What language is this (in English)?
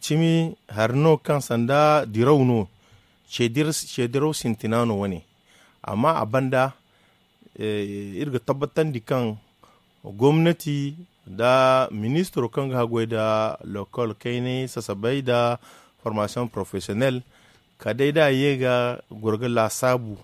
Zarma